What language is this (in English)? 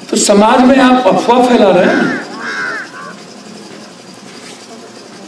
Hindi